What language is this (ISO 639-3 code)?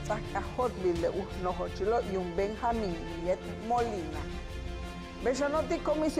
yua